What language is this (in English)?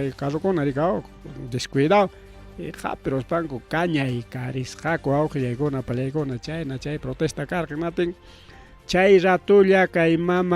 Ayacucho Quechua